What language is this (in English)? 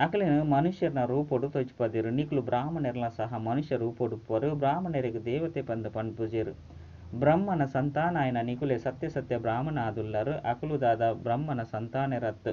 Tulu